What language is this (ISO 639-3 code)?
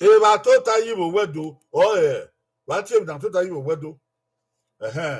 bin